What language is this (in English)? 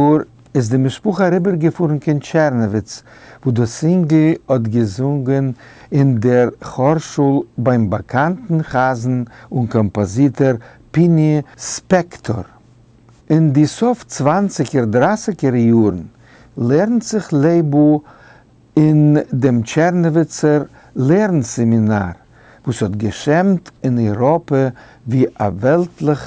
Yiddish